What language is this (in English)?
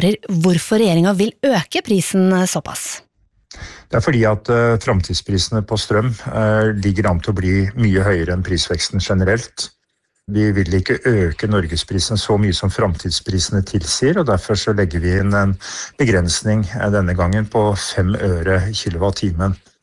Norwegian